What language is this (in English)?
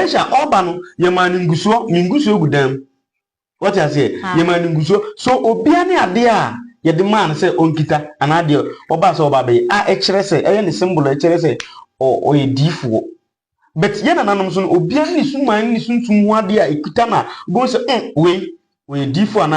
Akan